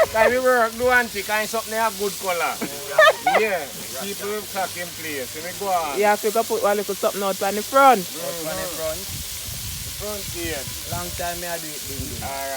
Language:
Jamaican Creole English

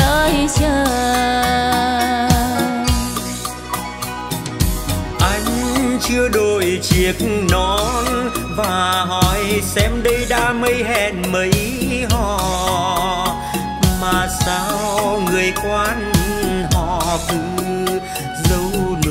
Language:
Vietnamese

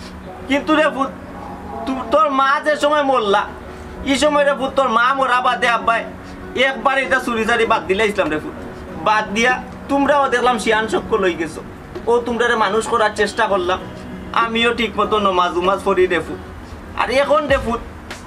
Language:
Sylheti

